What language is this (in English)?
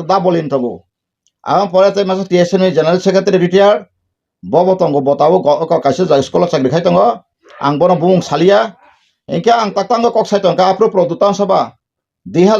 Kok Borok